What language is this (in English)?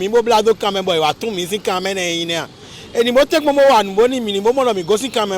Fon